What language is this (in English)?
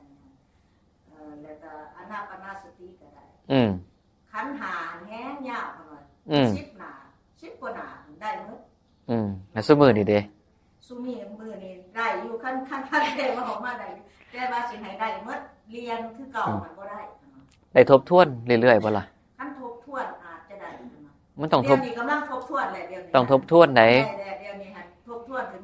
Northeastern Thai